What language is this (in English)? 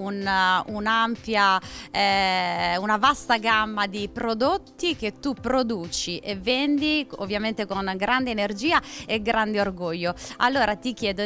Italian